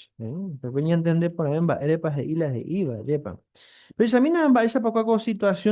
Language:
Guarani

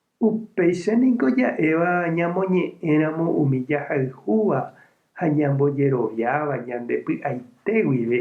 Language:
Guarani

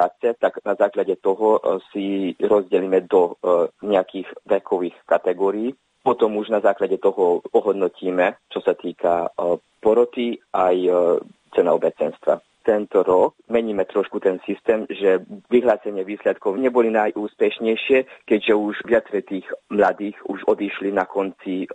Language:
Slovak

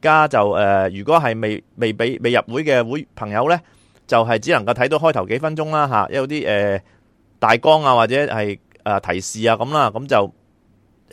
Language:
Cantonese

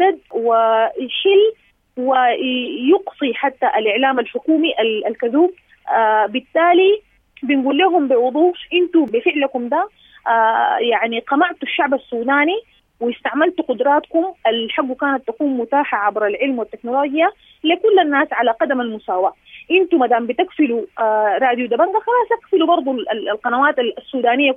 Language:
Sudanese Arabic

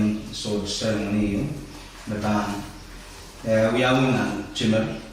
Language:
Pohnpeian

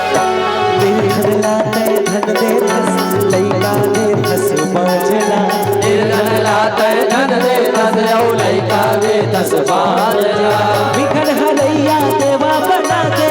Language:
Chhattisgarhi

